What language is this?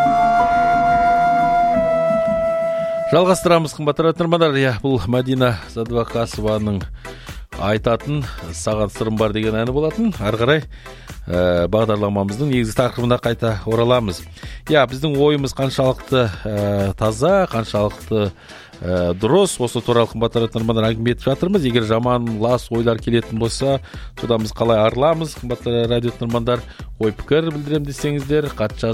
Kazakh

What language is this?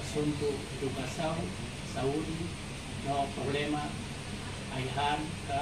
Tetum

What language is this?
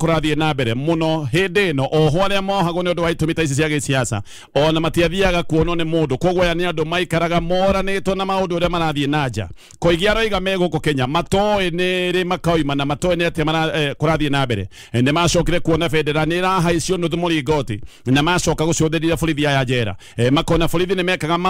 Kikuyu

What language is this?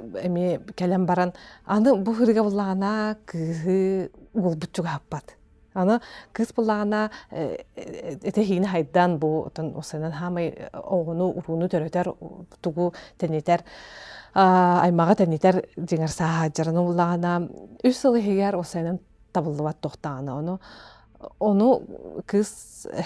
Yakut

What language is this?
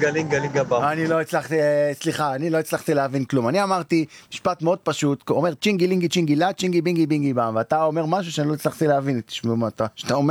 Hebrew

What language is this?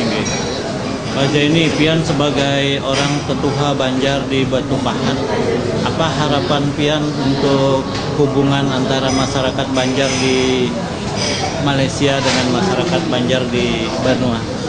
Banjar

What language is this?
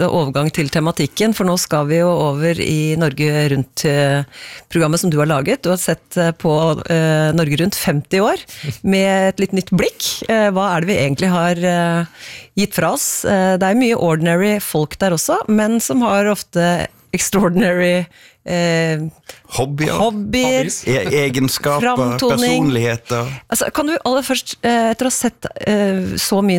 Norwegian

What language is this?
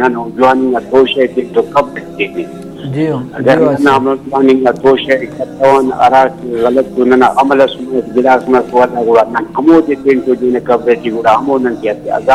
Brahui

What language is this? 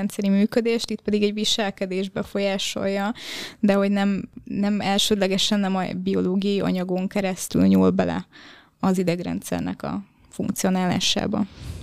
Hungarian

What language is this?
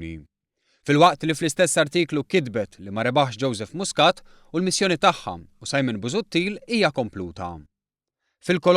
Maltese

